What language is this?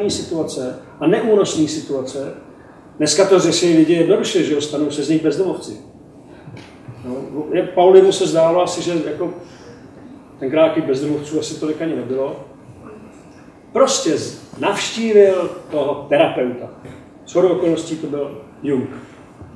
Czech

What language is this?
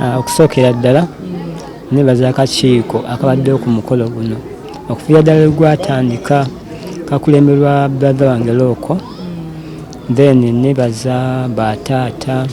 Ganda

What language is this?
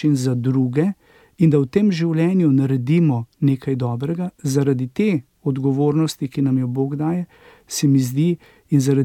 Slovenian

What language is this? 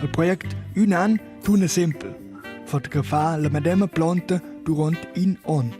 Romansh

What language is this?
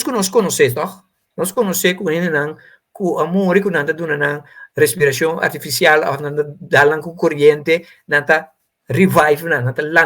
Papiamento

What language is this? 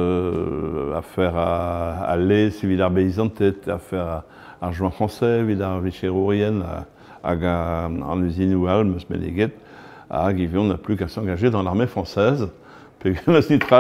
Breton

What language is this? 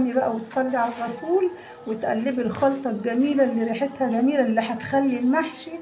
Egyptian Arabic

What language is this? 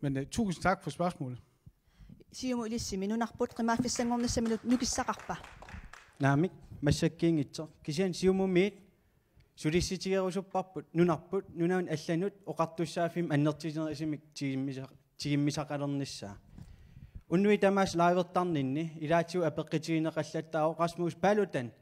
Kalaallisut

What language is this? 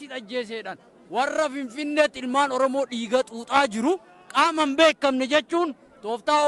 Oromo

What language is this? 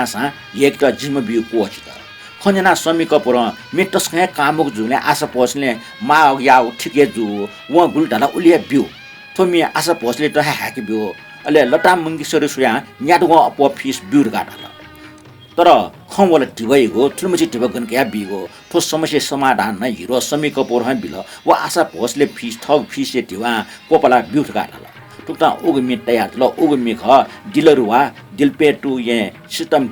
Newari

